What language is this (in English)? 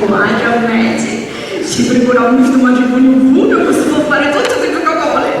Sicilian